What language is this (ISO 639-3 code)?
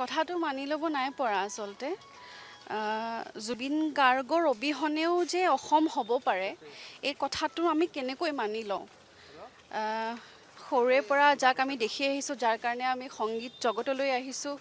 asm